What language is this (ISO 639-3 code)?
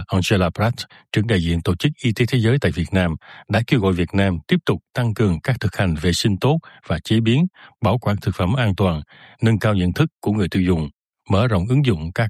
vie